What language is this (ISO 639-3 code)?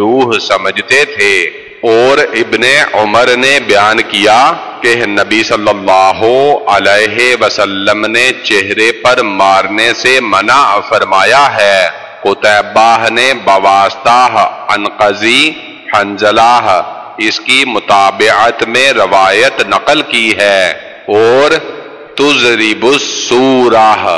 urd